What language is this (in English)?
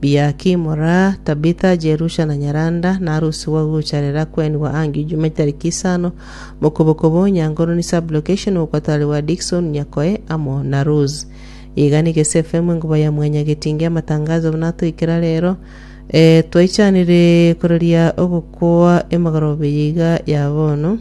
Gusii